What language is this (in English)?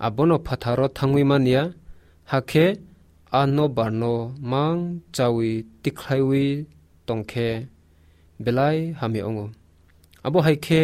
Kok Borok